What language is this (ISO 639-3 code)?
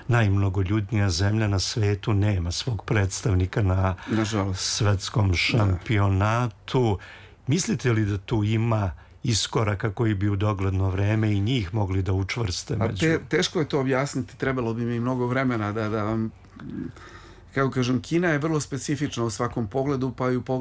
srp